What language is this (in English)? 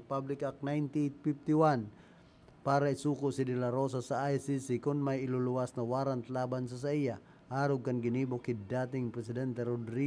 Bikol